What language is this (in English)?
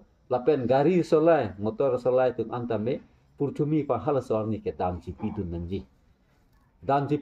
Karbi